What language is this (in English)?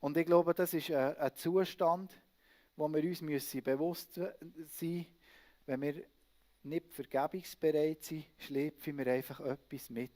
Swiss German